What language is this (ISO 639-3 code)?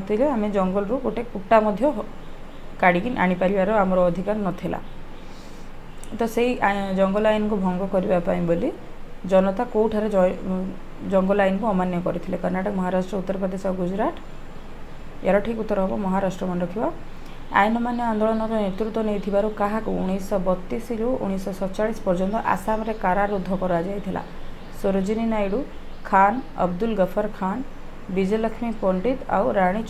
ori